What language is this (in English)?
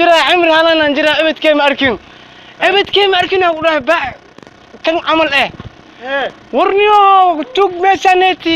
Somali